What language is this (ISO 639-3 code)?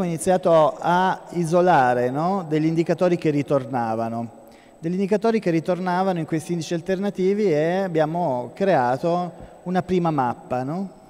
ita